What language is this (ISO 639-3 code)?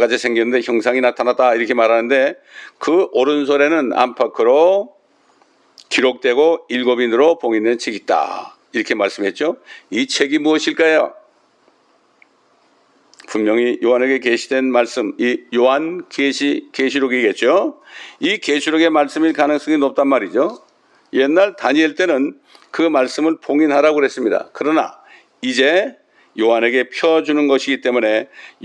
kor